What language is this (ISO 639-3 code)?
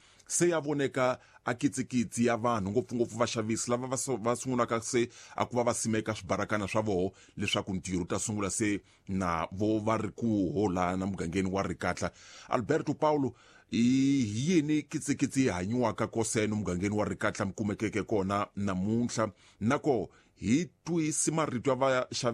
tso